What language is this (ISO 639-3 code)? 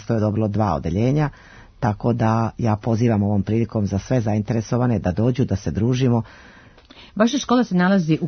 srp